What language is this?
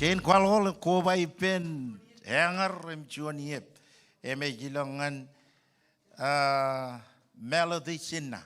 Marshallese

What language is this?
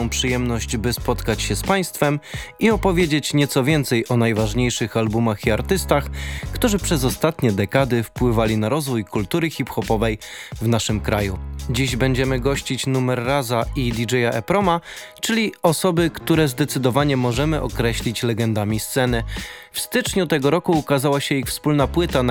Polish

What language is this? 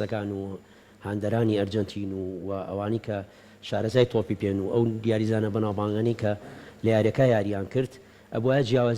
Central Kurdish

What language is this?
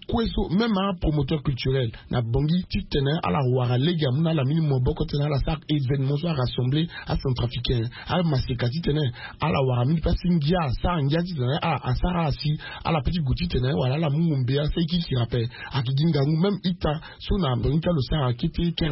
Sango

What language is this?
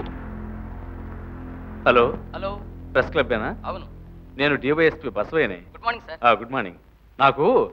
Telugu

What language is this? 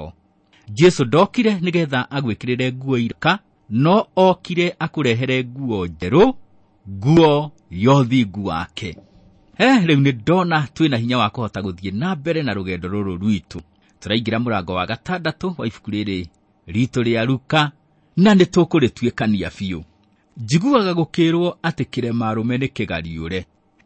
Kikuyu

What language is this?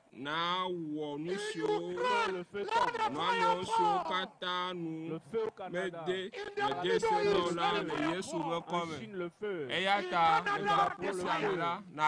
Ewe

